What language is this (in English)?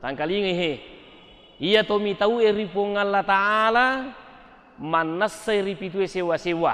Buginese